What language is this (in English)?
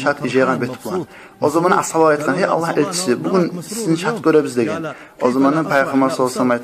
Kumyk